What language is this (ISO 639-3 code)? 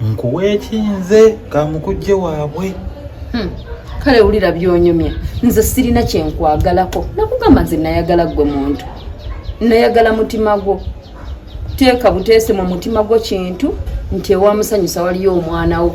lug